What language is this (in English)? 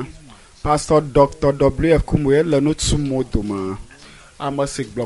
Ewe